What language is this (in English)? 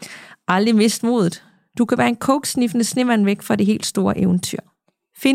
Danish